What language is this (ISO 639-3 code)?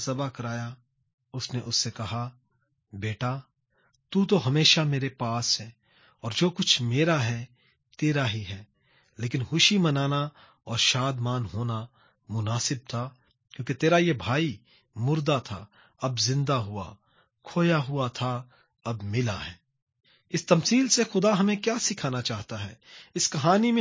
urd